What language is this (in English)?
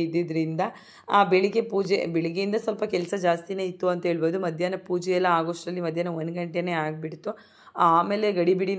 Kannada